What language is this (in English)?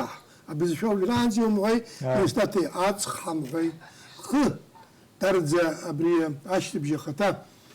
Abkhazian